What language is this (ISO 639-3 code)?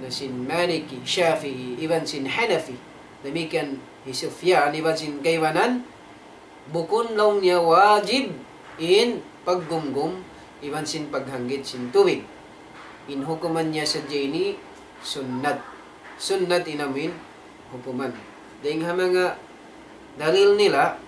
tsg